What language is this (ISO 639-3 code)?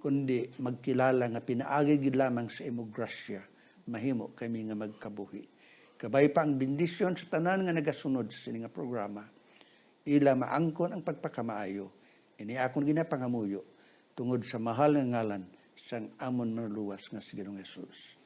hil